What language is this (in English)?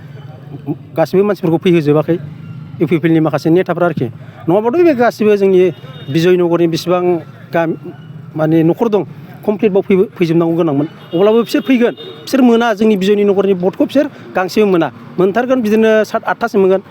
Bodo